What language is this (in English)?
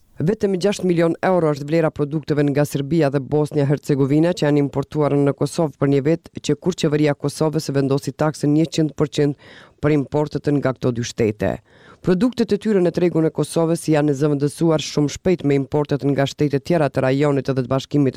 Albanian